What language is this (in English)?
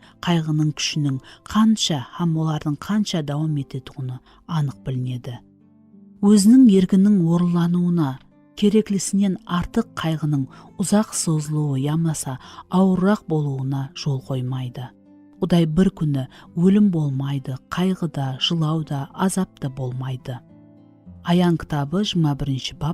Kara-Kalpak